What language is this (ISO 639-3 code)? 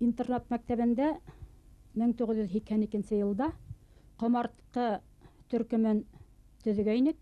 bak